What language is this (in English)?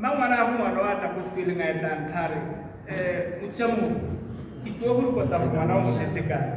Tswana